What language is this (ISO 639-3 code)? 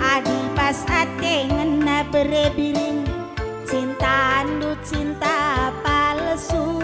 btx